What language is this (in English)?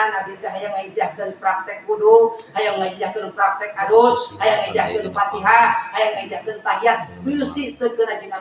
Sundanese